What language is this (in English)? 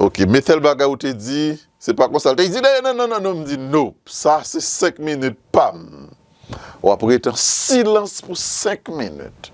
Haitian Creole